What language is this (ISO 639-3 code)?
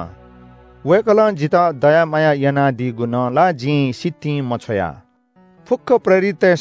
new